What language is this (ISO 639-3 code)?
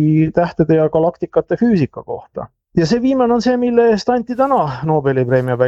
est